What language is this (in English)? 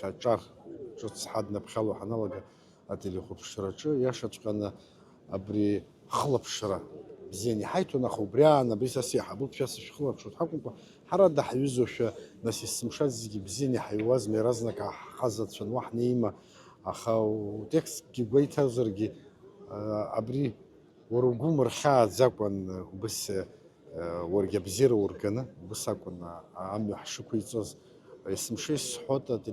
Abkhazian